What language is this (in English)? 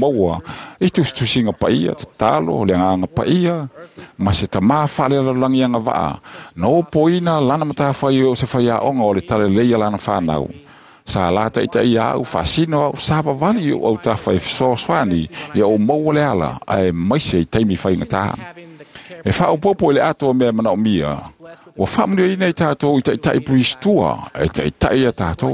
Samoan